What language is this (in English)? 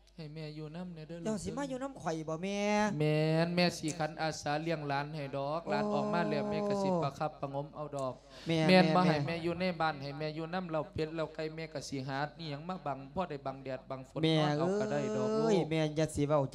Lao